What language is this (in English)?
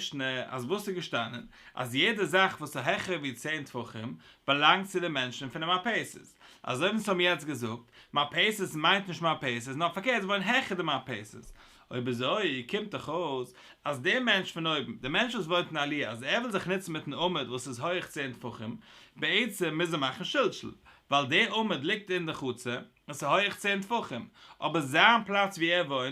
Yiddish